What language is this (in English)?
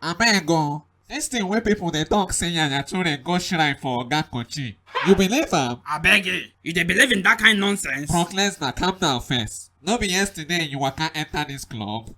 Nigerian Pidgin